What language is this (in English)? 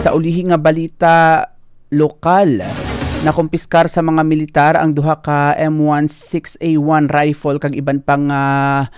Hiligaynon